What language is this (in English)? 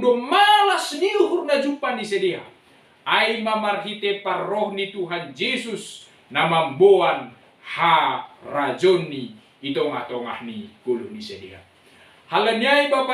Batak Simalungun